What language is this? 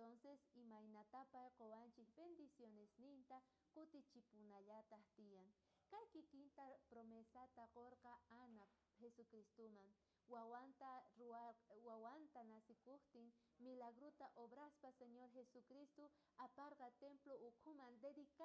South Bolivian Quechua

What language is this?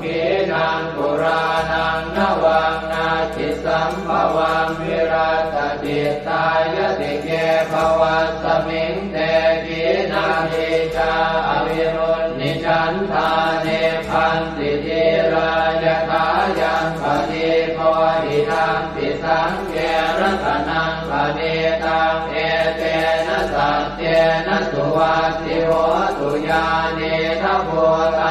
Pali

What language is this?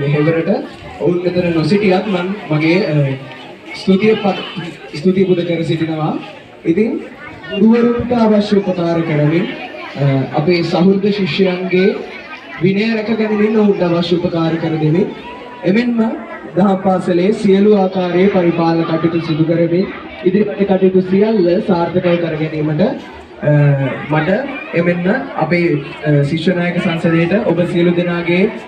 Sinhala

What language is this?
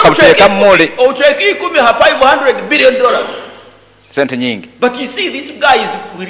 Nyankole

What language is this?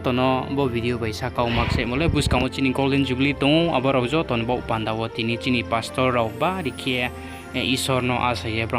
Riang (India)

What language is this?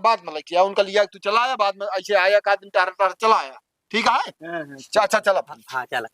Awadhi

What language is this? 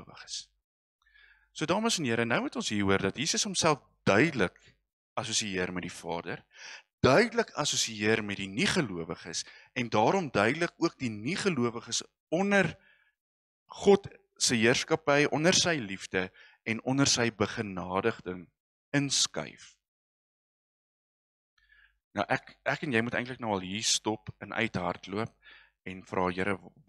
Afrikaans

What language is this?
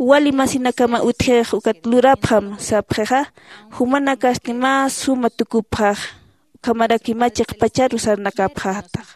Aymara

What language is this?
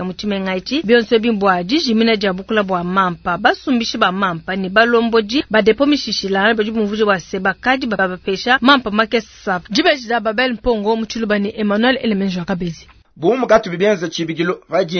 Luba-Lulua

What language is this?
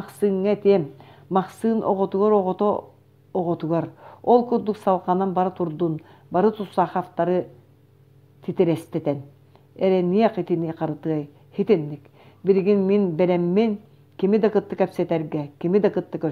Yakut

